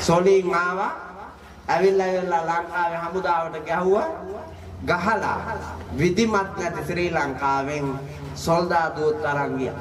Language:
Sinhala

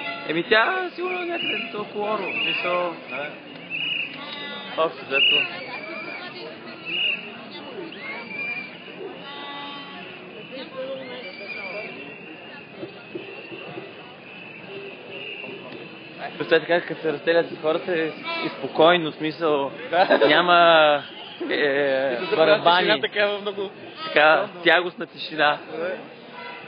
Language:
Bulgarian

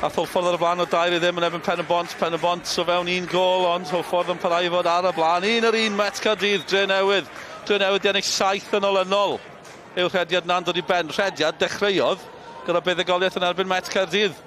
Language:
Welsh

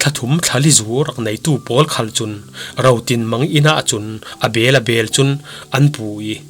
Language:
Falam Chin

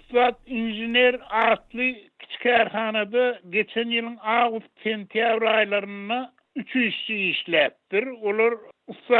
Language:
Turkmen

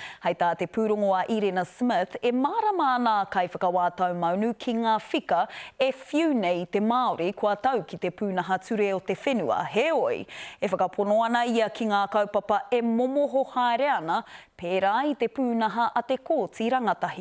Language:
Māori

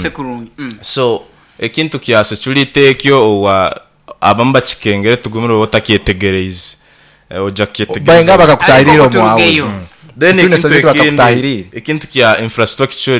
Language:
Nyoro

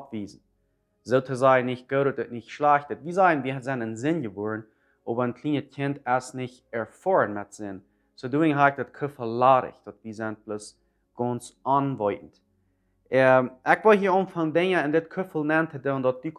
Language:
Plautdietsch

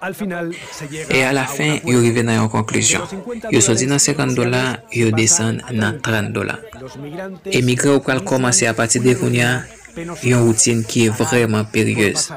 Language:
Haitian Creole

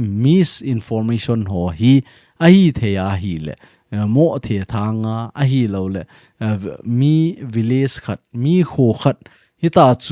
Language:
Thado Chin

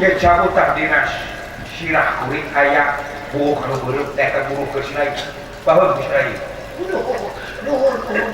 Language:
Sundanese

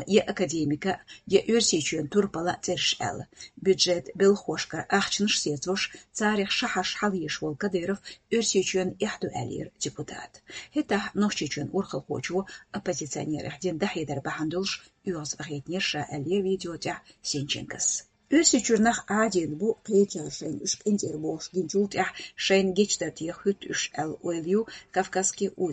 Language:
Chechen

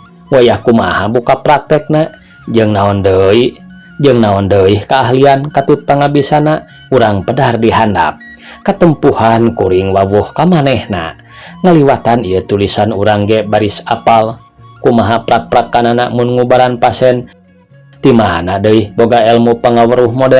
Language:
Sundanese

